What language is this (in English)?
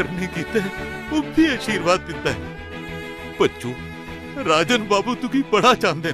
Dogri